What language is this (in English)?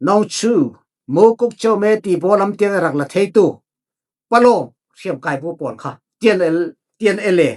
Falam Chin